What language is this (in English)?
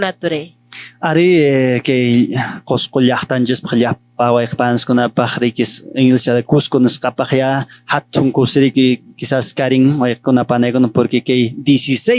Quechua